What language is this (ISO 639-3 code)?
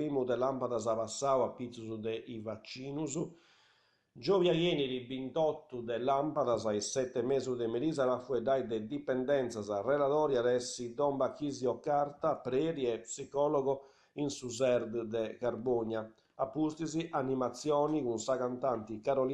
srd